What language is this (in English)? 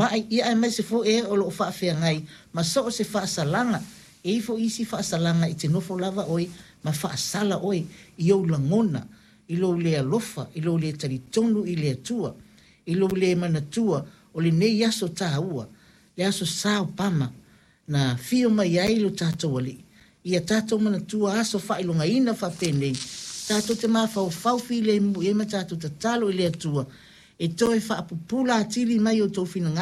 Samoan